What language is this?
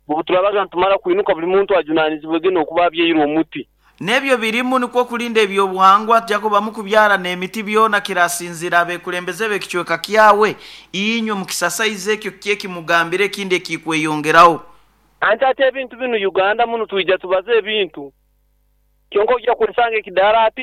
Nyoro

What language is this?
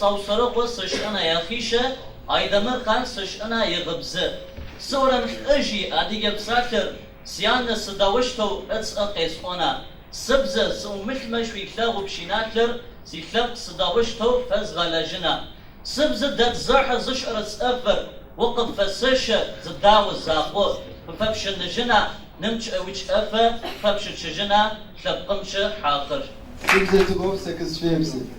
Adyghe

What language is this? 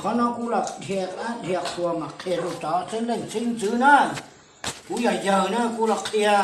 Hmong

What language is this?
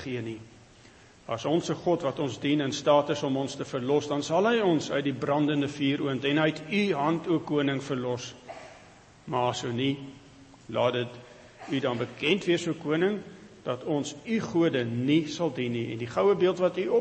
Afrikaans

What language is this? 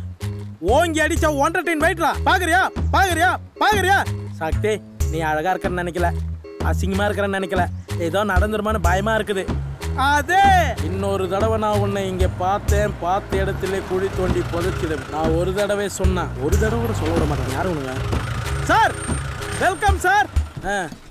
Tamil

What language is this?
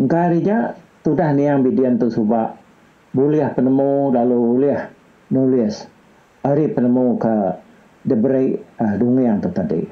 Iban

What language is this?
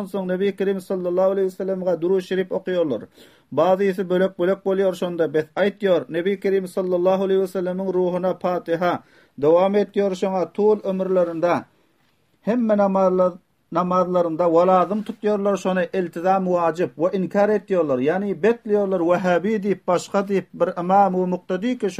Turkmen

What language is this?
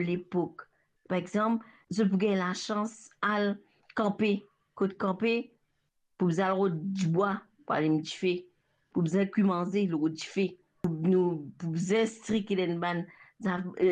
Morisyen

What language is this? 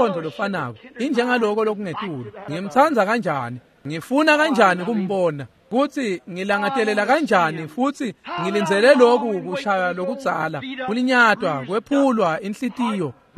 Swati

